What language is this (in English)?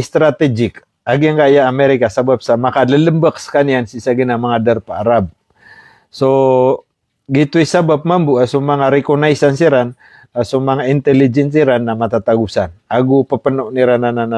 Maranao